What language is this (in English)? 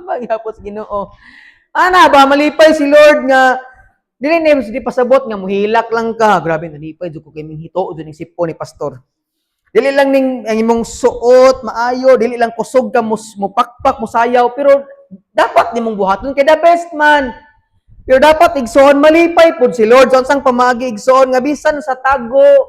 Cebuano